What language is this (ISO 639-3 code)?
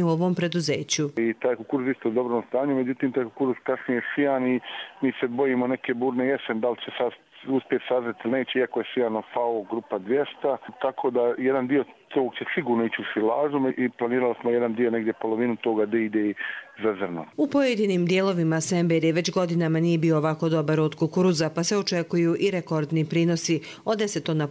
hrv